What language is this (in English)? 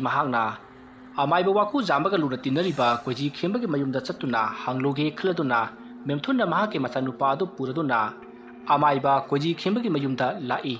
Manipuri